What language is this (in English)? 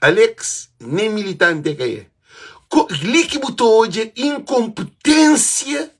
Kabuverdianu